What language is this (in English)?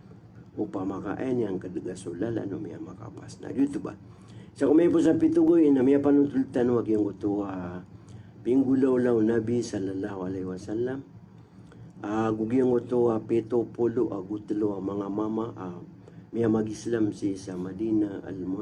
Maranao